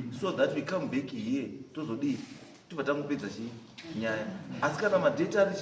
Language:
Shona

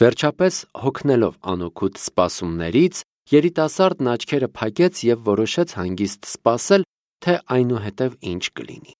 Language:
Armenian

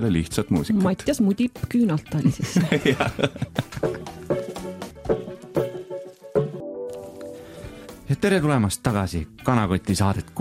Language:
Estonian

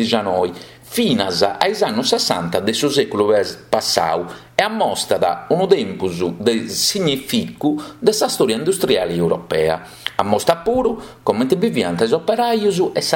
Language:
Sardinian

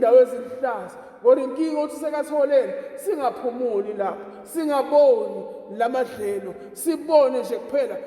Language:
Zulu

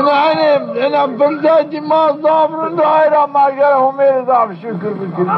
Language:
Zaza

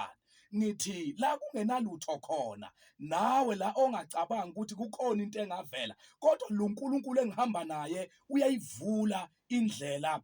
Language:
Zulu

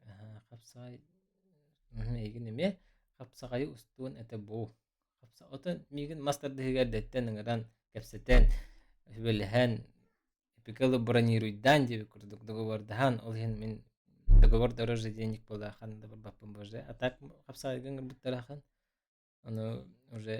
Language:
Yakut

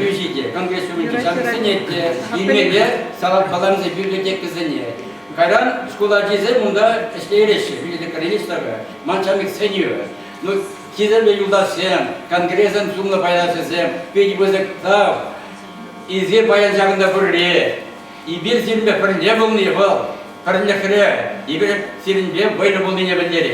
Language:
Chuvash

